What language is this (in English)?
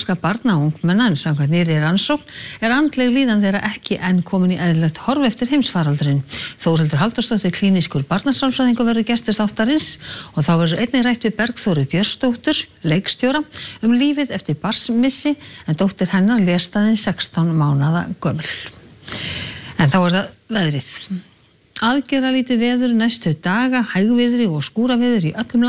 Icelandic